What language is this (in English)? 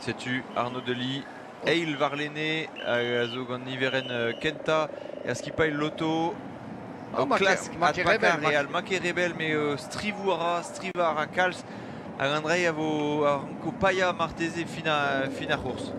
Breton